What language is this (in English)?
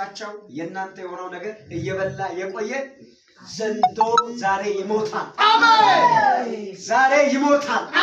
Amharic